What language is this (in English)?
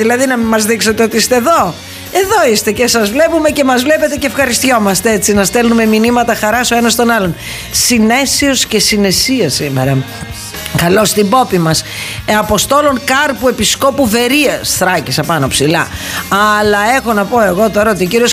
Greek